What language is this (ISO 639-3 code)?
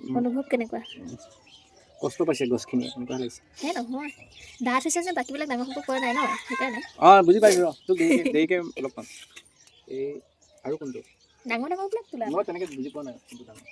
asm